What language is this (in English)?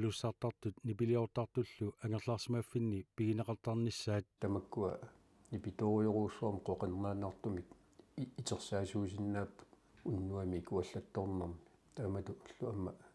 Kalaallisut